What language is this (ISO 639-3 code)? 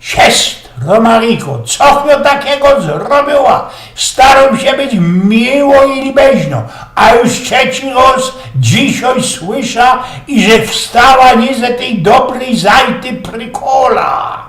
szl